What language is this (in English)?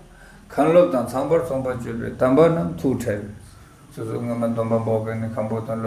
Tibetan